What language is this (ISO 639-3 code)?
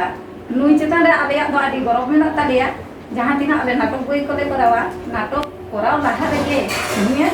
sat